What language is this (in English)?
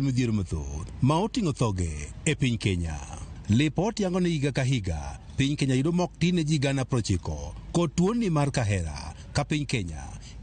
Luo (Kenya and Tanzania)